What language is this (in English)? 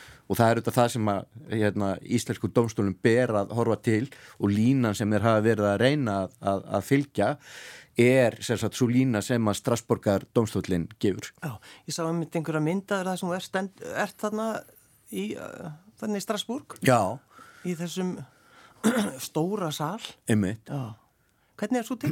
Icelandic